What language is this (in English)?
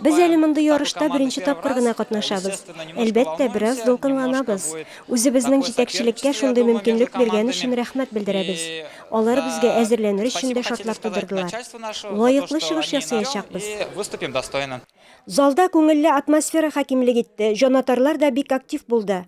Tatar